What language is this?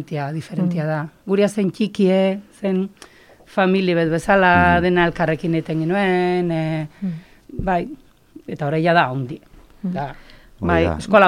Basque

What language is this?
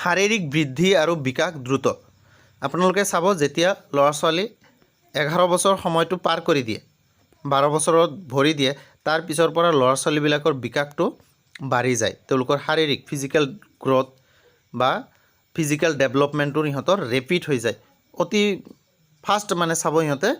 Assamese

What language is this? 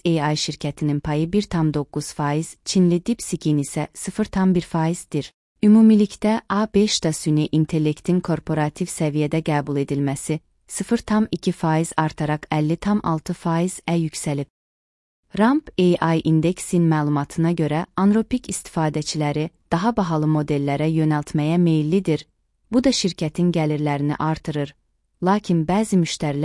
Azerbaijani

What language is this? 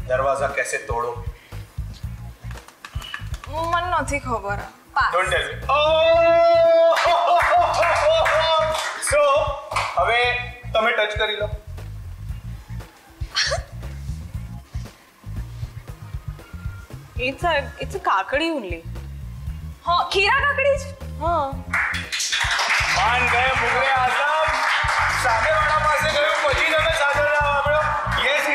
Gujarati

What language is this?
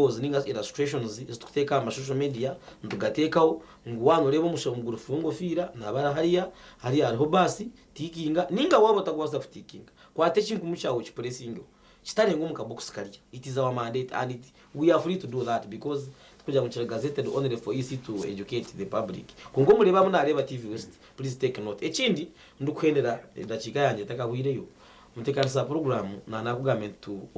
Nyankole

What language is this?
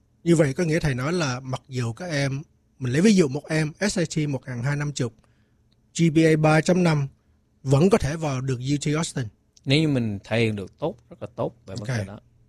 Vietnamese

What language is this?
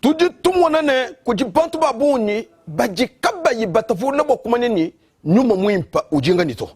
Luba-Lulua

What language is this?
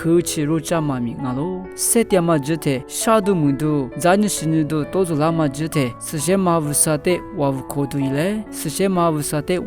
Lisu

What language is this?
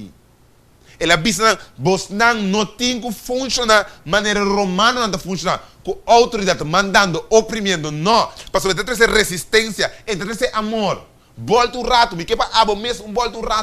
Papiamento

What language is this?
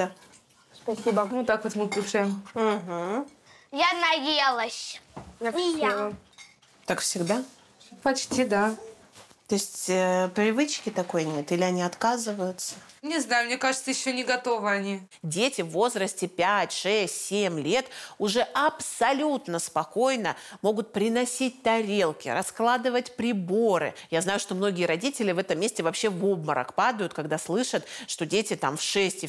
Russian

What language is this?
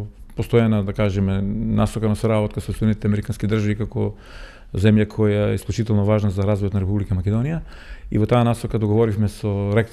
Macedonian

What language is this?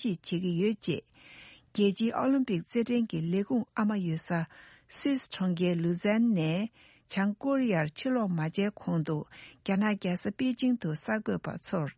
Tibetan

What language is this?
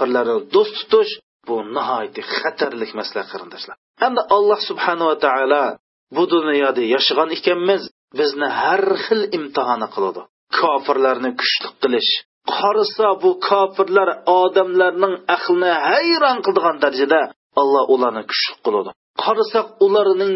Uyghur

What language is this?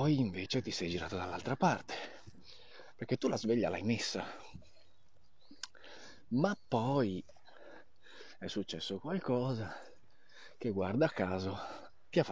Italian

